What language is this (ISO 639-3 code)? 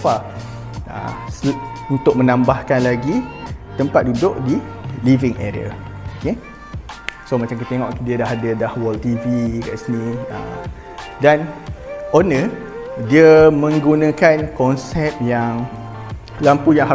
msa